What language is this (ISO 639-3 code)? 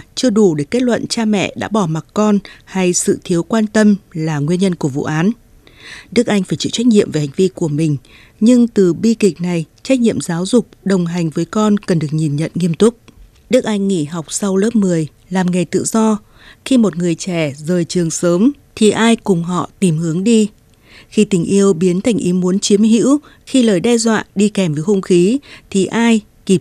vie